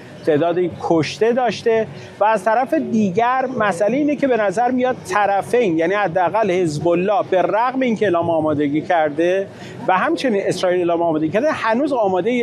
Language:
Persian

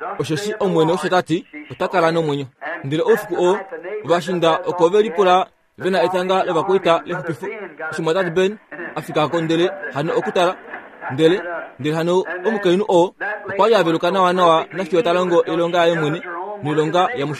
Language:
Kuanyama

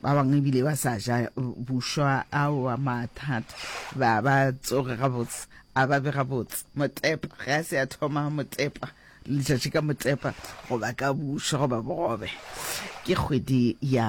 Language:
Northern Sotho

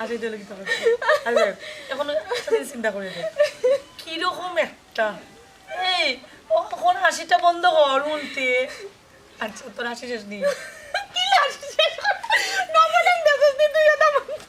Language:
Sylheti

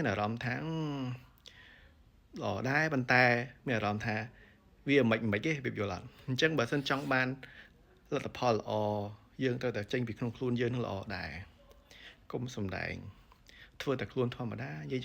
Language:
Khmer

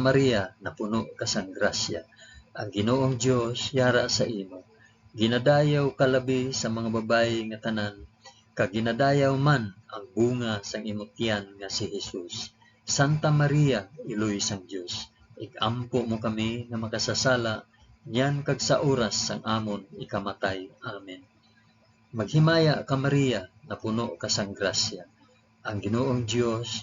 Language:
Hiligaynon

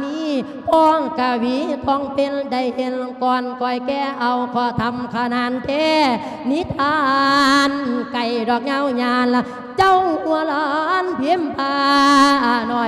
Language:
Lao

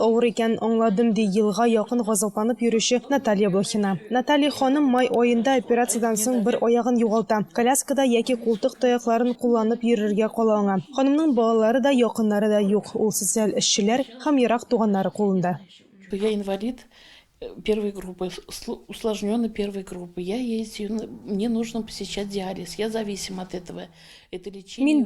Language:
Tatar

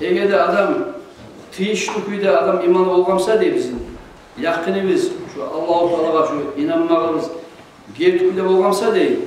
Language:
Kumyk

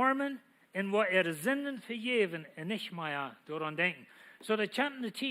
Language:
Plautdietsch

